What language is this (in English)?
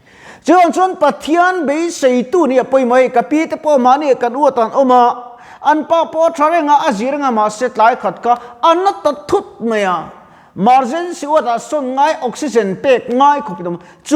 Mizo